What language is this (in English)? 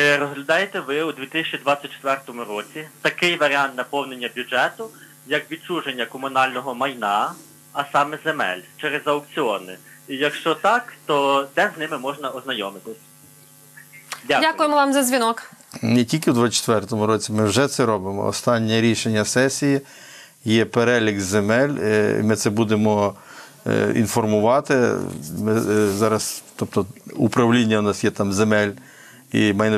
Ukrainian